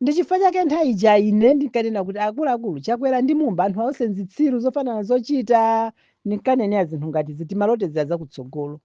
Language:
Nyanja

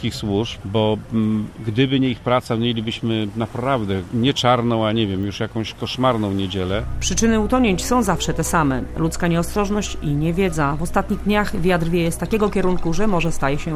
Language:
Polish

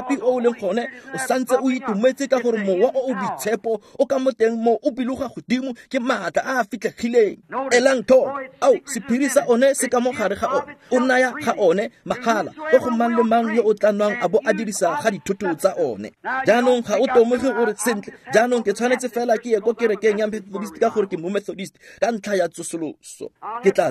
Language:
Tswana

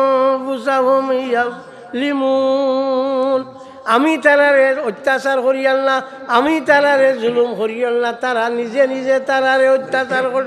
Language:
Sylheti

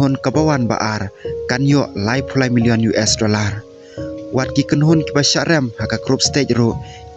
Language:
Khasi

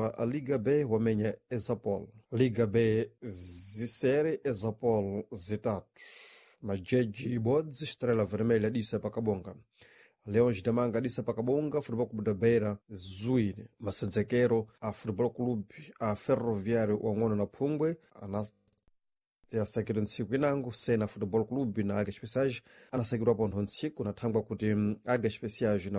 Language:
Sena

